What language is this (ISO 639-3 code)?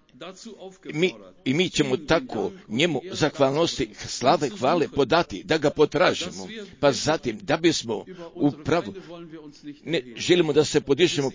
hrv